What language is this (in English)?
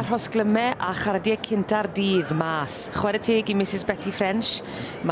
Welsh